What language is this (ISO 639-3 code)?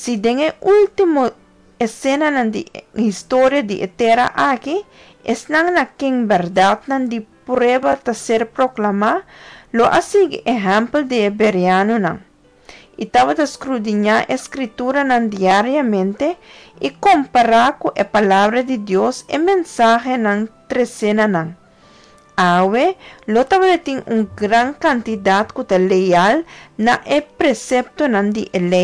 pap